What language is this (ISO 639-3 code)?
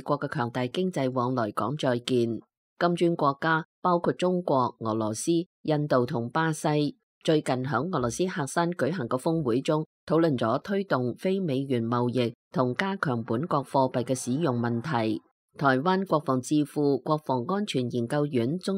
yue